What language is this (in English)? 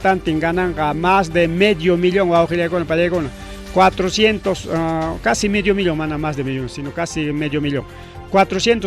Ayacucho Quechua